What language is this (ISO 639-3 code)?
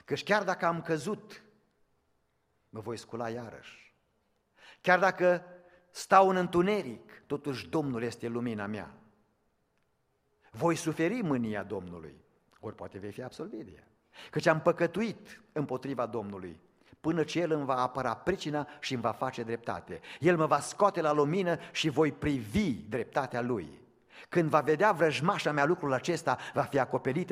ron